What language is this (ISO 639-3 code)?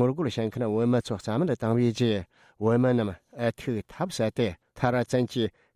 bod